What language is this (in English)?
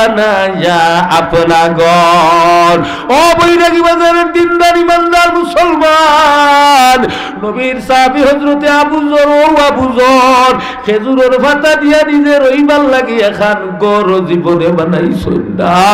Sylheti